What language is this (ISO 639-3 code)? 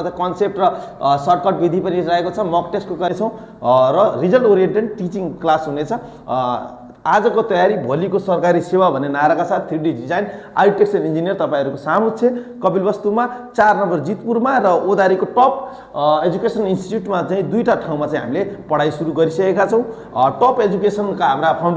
nep